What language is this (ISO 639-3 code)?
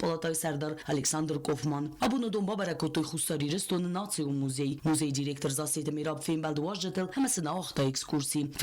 oss